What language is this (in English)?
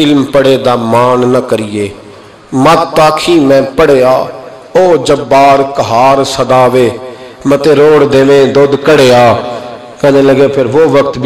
Urdu